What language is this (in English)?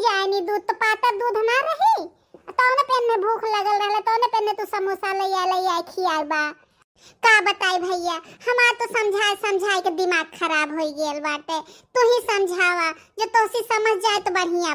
Bhojpuri